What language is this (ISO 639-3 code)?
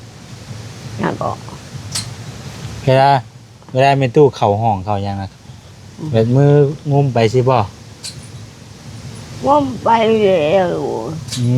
lao